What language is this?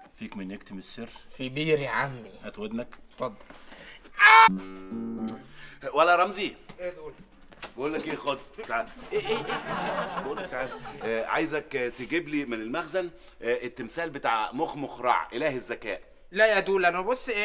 Egyptian Arabic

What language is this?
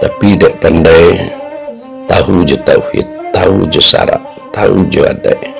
Minangkabau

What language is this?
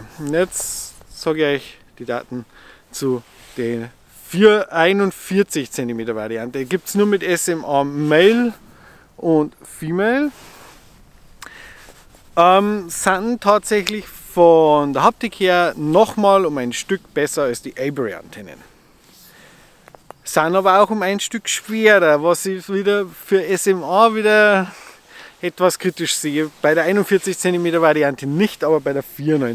German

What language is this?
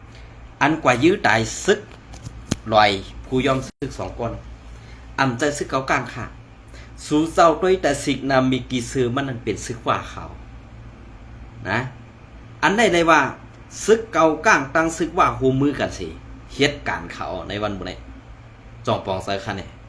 Shan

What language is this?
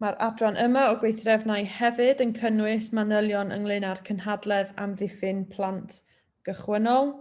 Welsh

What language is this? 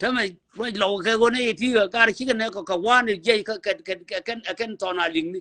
Nuer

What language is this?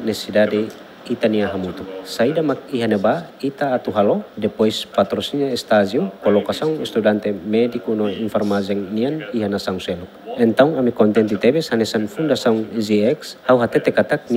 Tetum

